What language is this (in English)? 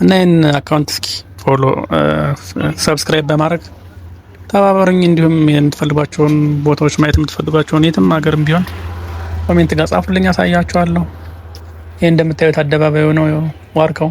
Amharic